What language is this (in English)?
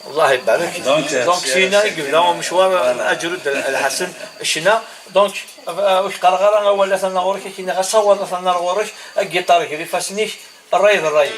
Kabyle